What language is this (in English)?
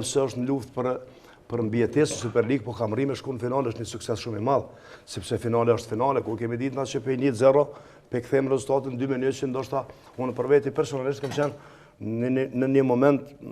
Albanian